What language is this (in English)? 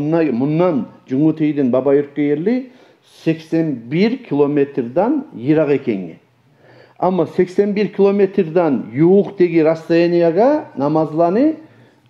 Kumyk